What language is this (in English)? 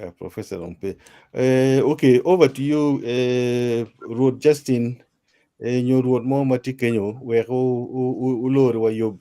Acoli